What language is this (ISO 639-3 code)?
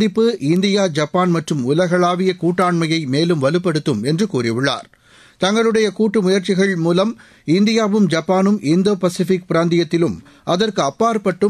tam